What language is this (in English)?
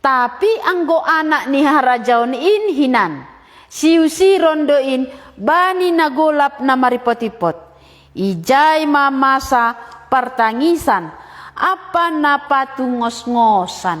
Batak Simalungun